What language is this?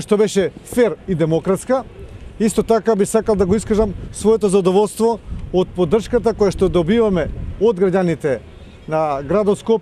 Macedonian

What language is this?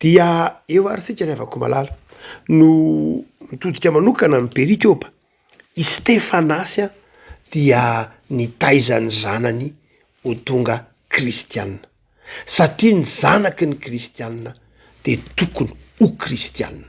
Malagasy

